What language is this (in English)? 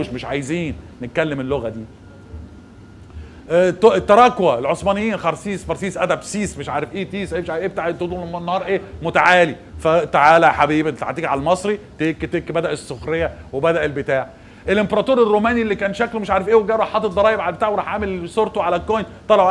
Egyptian Arabic